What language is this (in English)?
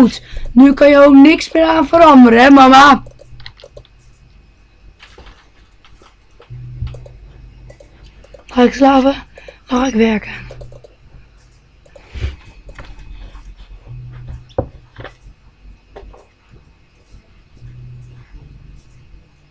Dutch